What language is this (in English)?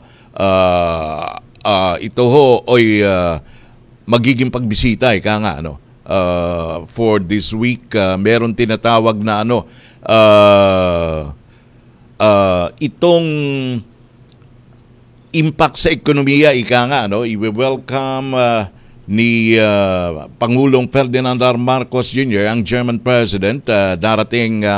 Filipino